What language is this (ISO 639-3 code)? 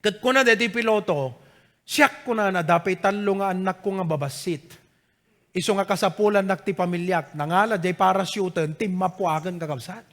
ilo